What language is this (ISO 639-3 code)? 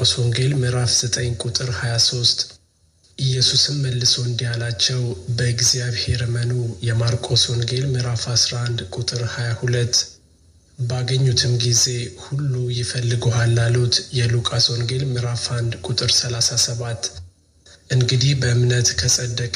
amh